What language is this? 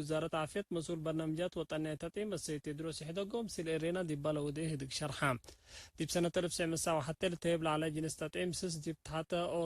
Tigre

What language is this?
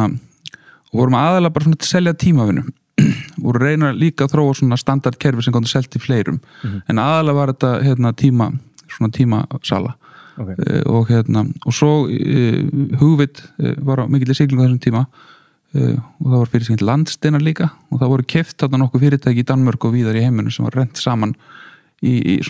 Icelandic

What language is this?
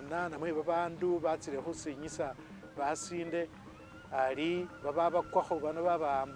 Masaaba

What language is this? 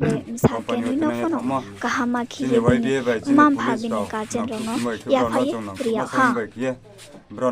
Riang (India)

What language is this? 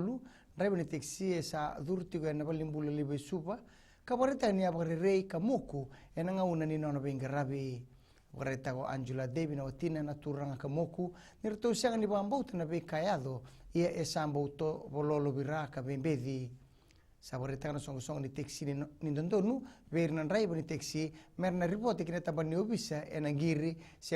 Fijian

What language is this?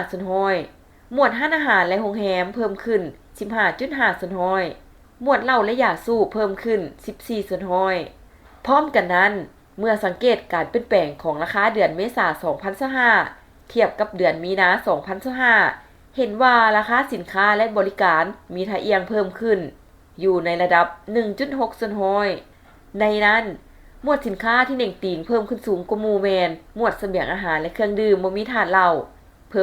Lao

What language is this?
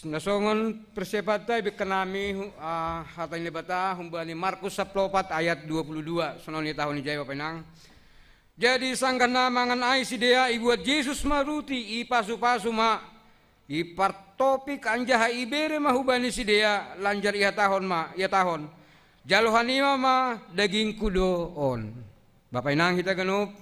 Batak Simalungun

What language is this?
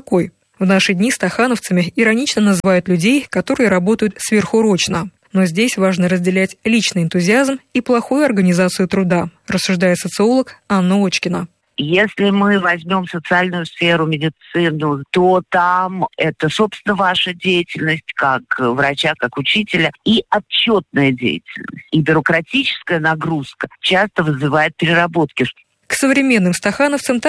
Russian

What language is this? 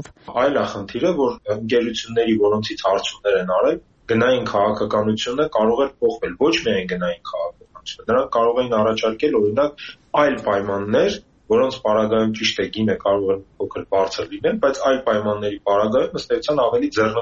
Armenian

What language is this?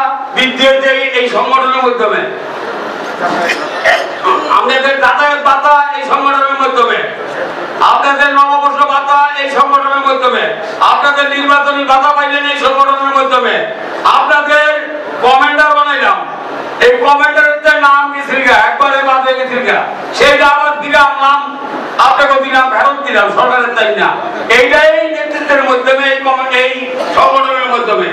Bangla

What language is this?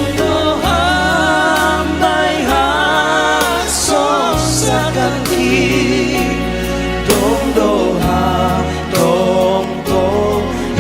Batak Simalungun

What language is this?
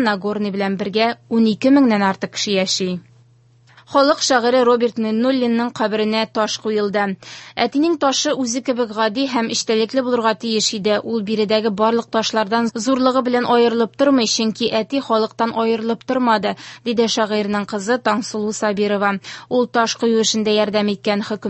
Tatar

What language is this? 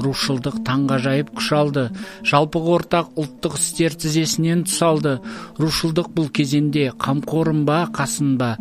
Kazakh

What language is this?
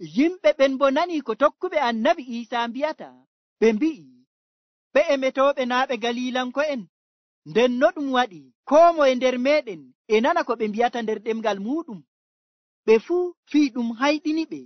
Nigerian Fulfulde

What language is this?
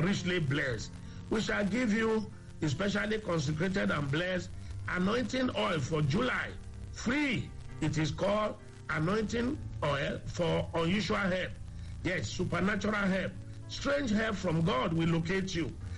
English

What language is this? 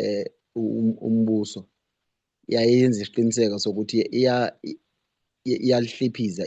Zulu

